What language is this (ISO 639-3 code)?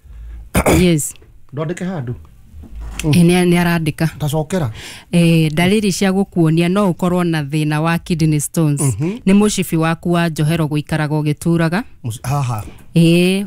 kik